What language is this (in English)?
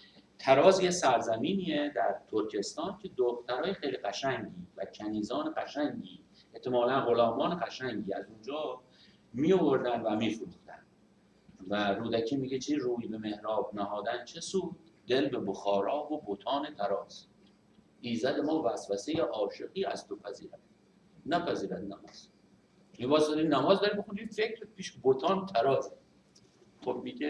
Persian